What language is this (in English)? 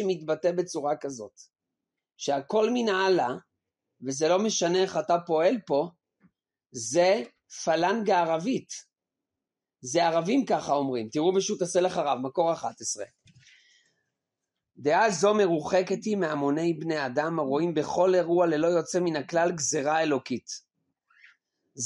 Hebrew